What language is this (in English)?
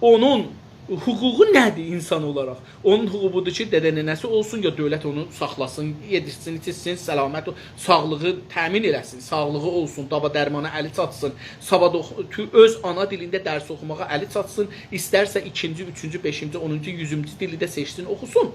South Azerbaijani